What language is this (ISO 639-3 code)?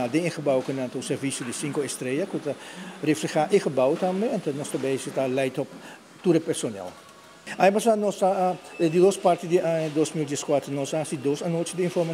pap